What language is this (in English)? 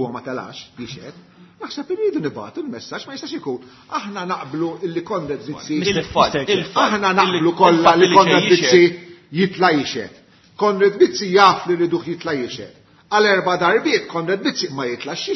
Maltese